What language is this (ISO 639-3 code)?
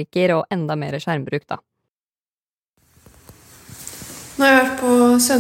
nor